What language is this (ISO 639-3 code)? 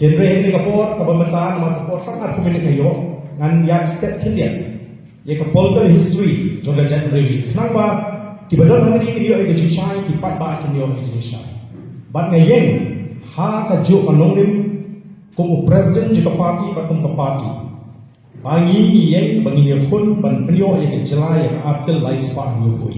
kha